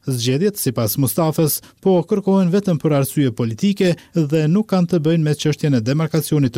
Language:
Albanian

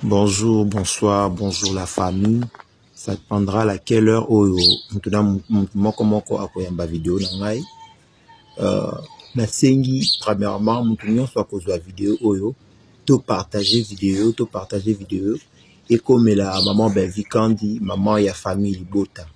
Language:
Lingala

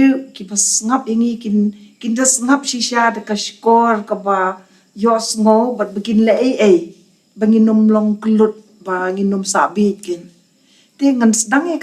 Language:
Khasi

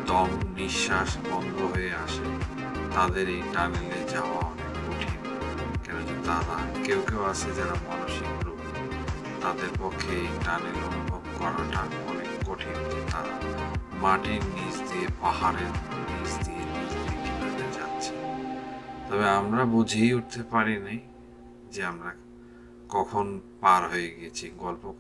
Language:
Bangla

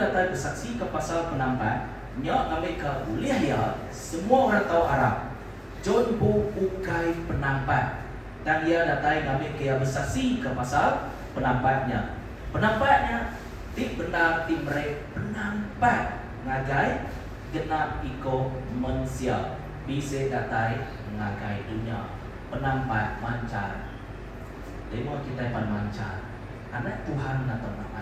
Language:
Iban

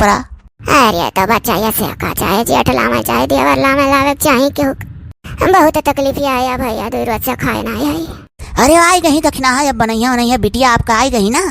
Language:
Awadhi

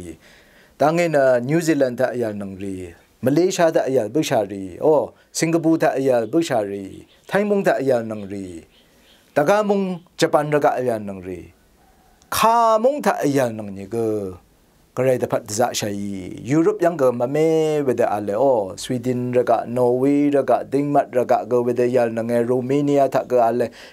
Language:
Rawang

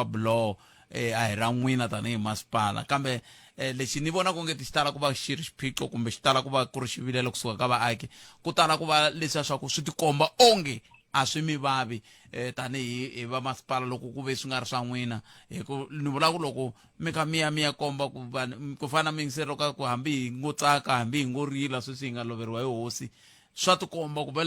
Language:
Tsonga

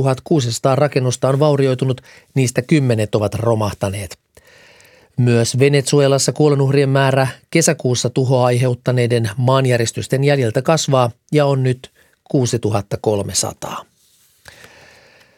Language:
Finnish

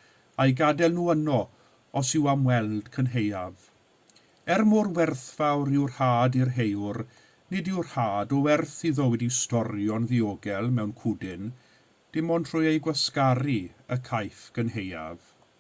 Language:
Welsh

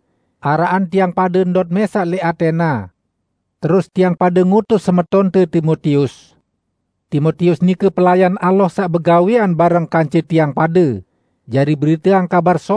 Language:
Sasak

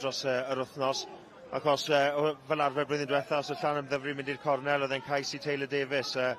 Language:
Welsh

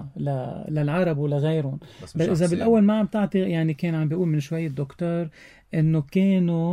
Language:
North Levantine Arabic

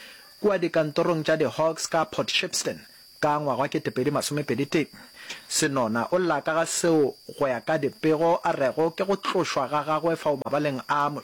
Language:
Northern Sotho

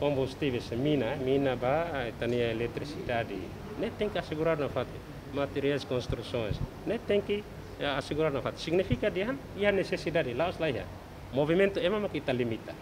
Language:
Tetum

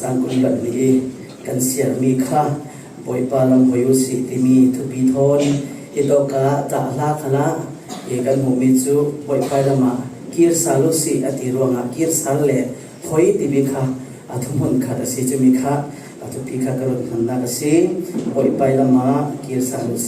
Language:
Falam Chin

